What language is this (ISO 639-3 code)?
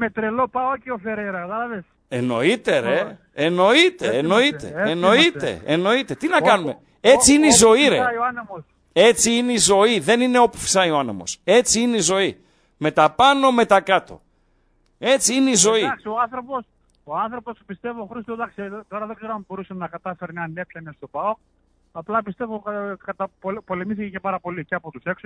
ell